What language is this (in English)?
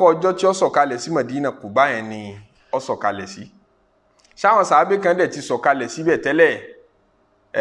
Yoruba